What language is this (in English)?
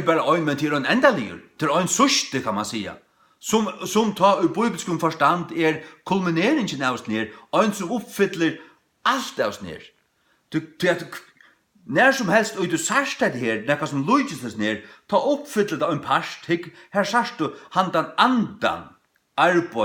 Faroese